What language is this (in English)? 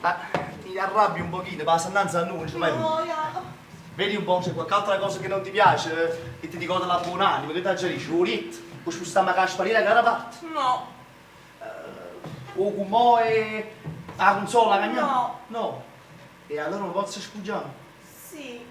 Neapolitan